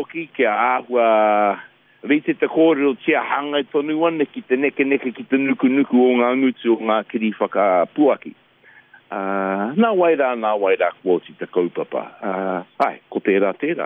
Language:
Māori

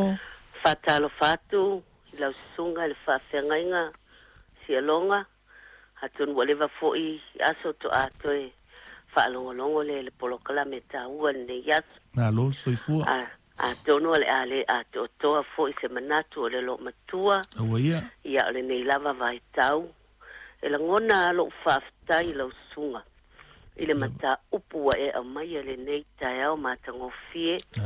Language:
Samoan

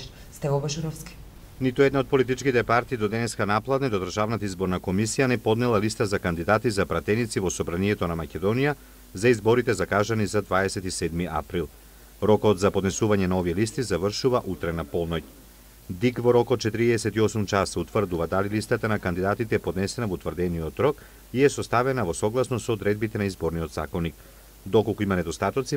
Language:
Macedonian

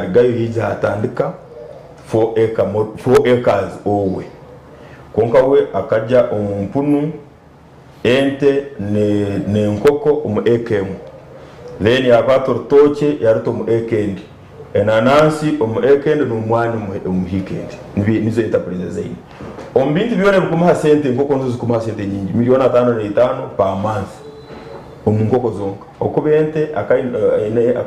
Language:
Nyankole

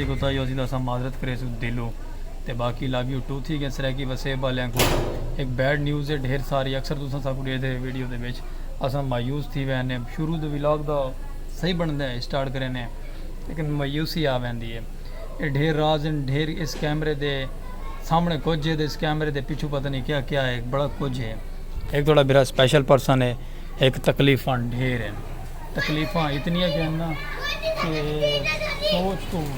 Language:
Saraiki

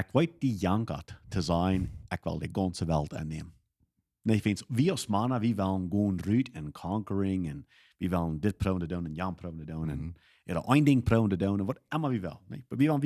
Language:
Plautdietsch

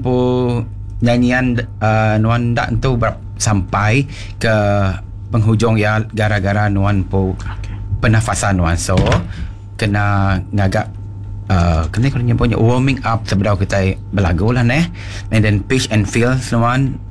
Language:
Iban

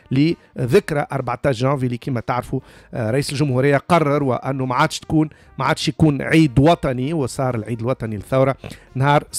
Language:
Tunisian Arabic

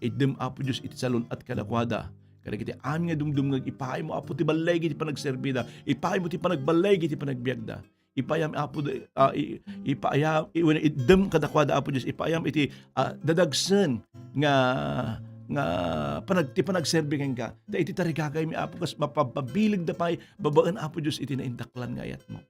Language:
Iloko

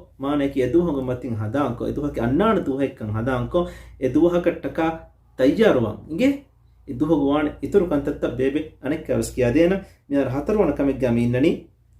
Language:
Divehi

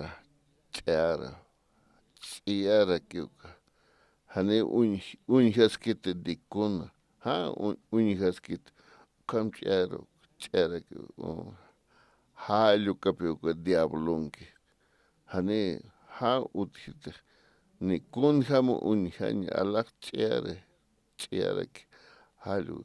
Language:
Aymara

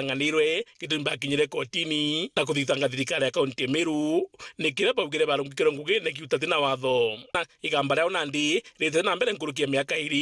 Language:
Meru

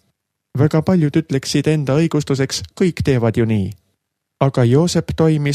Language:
Estonian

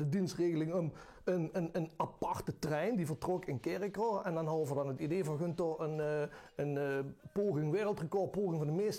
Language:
Limburgish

